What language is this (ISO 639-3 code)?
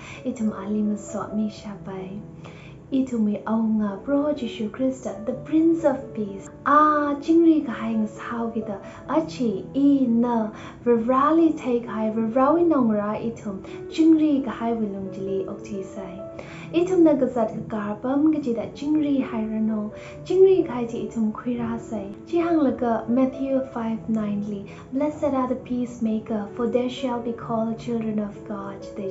nmf